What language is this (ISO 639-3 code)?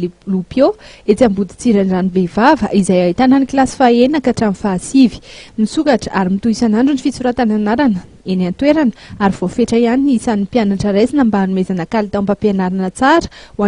mlg